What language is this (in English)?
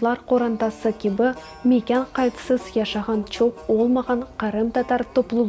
Crimean Tatar